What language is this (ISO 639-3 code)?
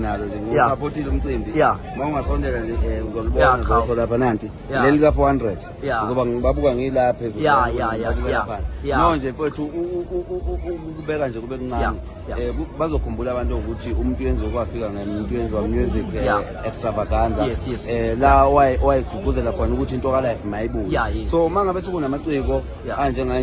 zul